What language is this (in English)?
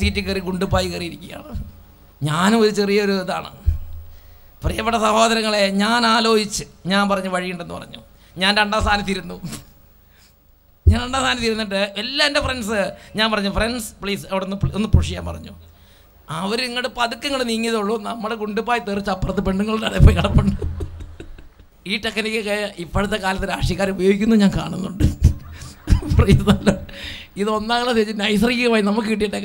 Malayalam